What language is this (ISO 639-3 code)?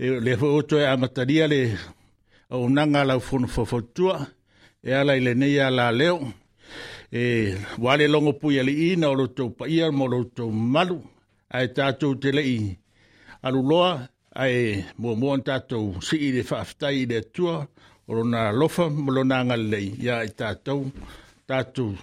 smo